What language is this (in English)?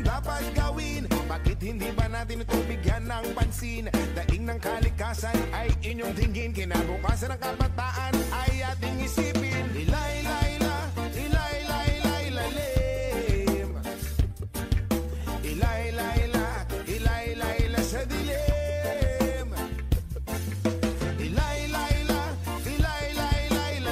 Filipino